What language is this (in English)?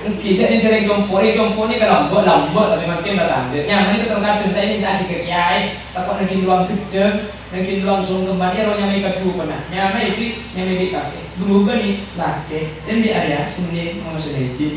Madurese